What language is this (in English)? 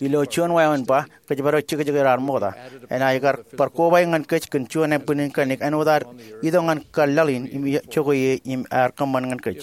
Marshallese